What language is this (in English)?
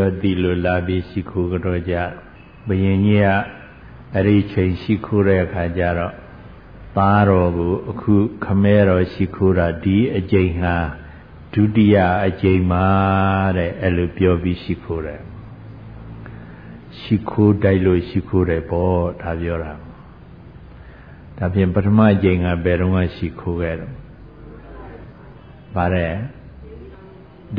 Burmese